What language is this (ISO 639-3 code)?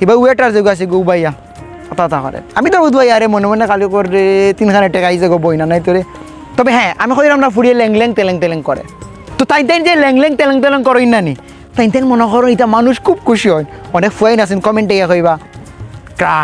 syl